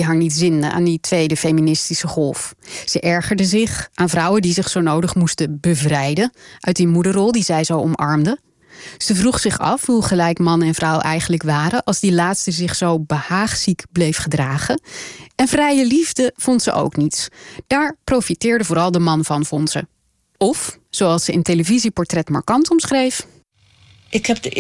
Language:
Dutch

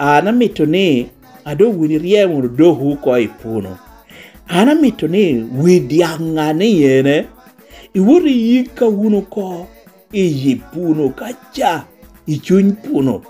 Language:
Lango (Uganda)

